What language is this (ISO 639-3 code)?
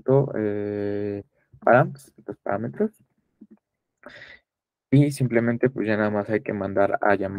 spa